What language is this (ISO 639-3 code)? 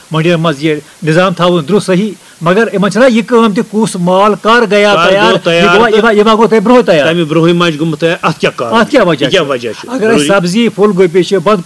kas